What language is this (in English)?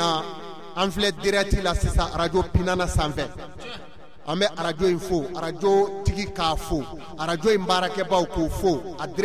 Bambara